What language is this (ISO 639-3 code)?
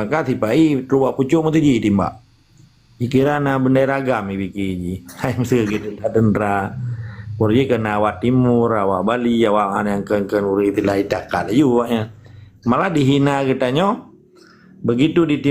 ace